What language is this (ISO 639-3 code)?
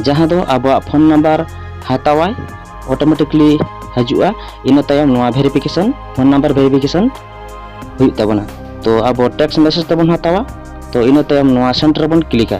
sat